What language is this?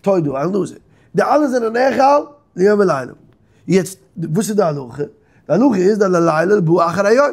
Yiddish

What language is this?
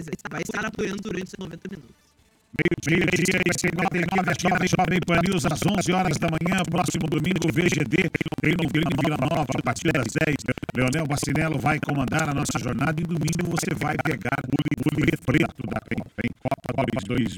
Portuguese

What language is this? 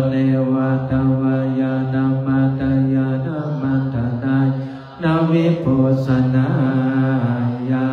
Pali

